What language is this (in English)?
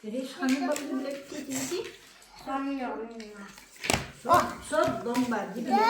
Yakut